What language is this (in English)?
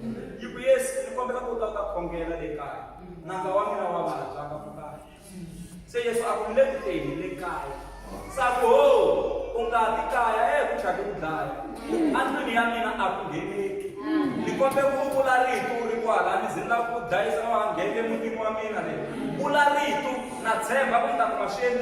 Tsonga